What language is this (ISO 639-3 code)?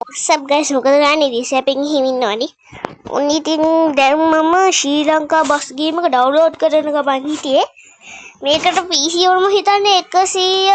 sin